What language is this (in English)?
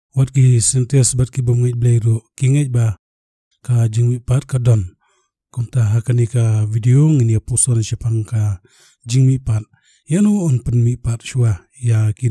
Khasi